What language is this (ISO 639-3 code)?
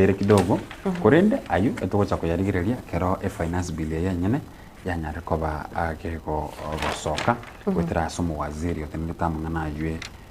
guz